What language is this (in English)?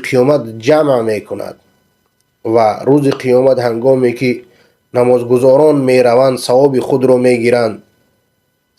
Persian